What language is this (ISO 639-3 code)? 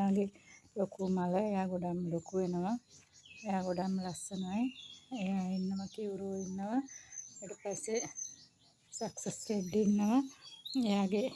sin